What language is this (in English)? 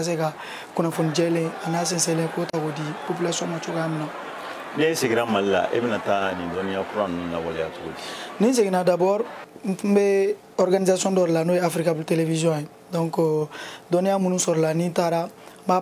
Bambara